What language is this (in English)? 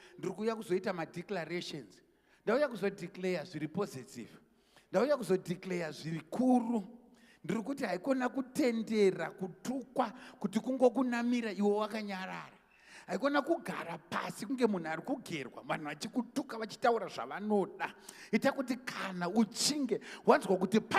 Shona